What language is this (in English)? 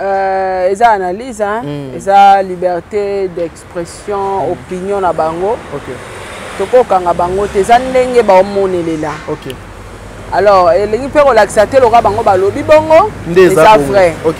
Lingala